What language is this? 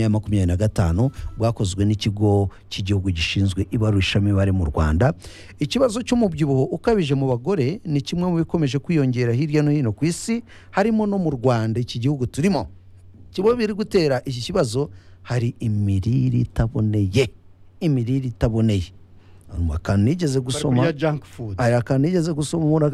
Kinyarwanda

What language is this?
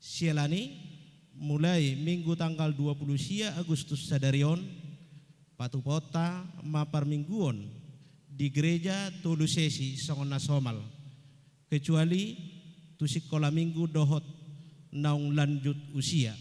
Batak Toba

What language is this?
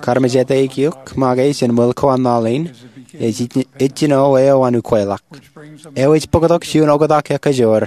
Marshallese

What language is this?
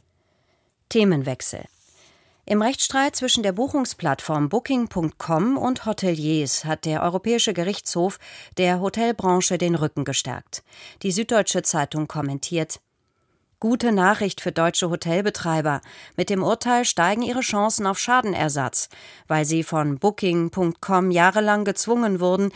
German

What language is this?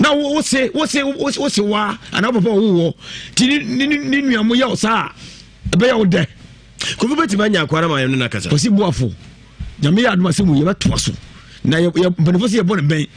Akan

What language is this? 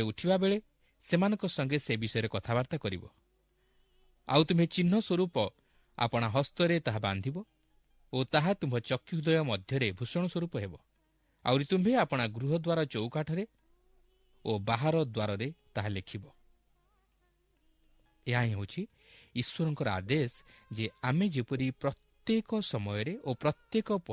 Odia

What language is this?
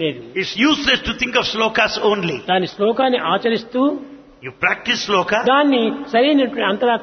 Telugu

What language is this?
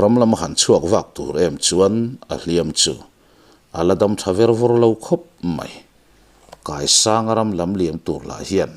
Mizo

